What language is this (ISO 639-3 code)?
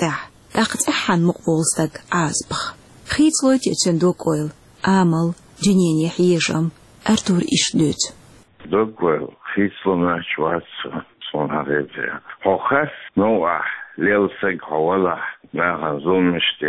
che